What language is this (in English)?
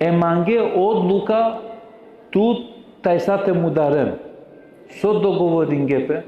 Balkan Romani